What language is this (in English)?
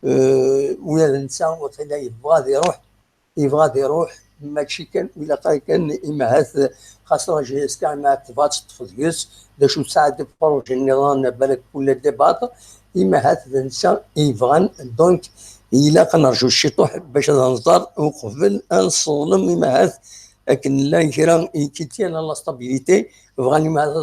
Kabyle